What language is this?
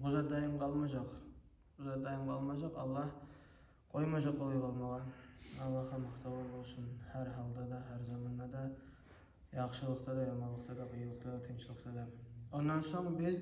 Kumyk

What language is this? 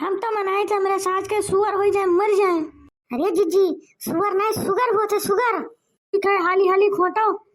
Awadhi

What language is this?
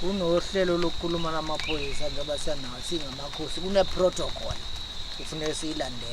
Zulu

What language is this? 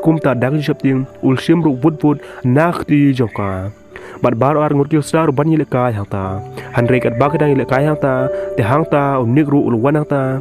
Khasi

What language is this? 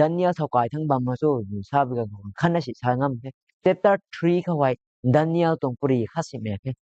Rongmei Naga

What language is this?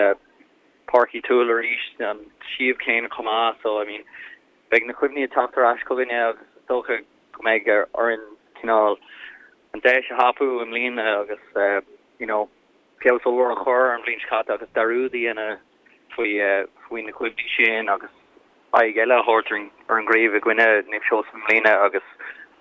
Irish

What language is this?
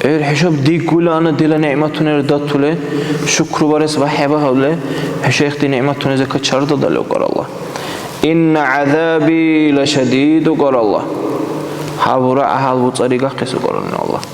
Dargwa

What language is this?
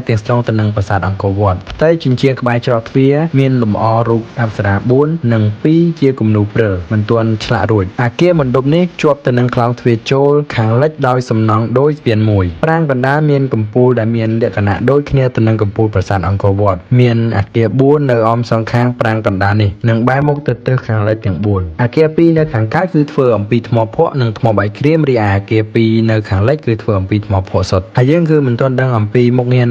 Khmer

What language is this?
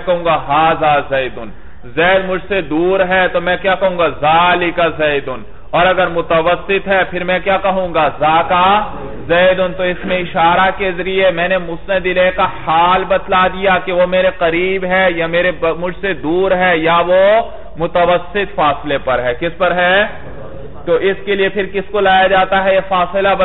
Urdu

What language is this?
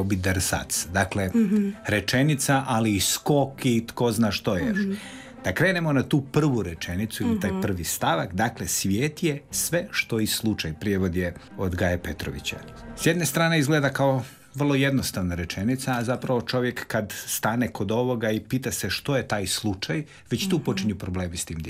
Croatian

